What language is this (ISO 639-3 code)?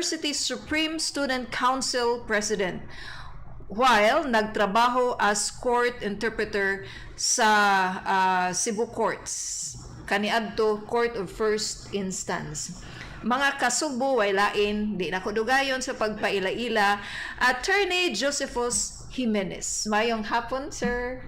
ceb